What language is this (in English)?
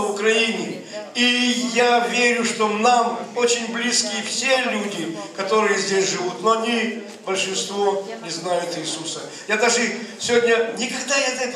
Russian